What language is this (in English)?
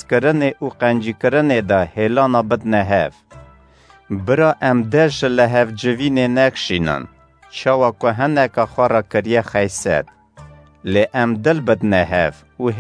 Kurdish